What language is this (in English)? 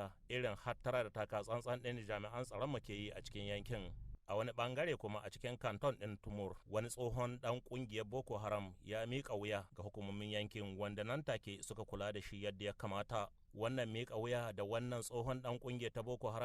Hausa